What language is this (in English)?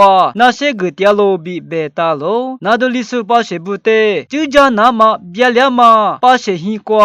Lisu